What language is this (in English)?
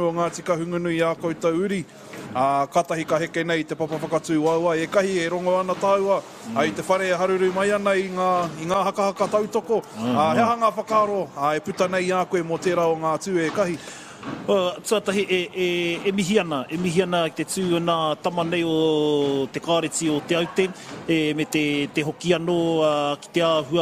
Māori